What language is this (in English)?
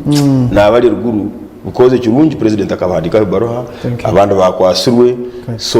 Nyankole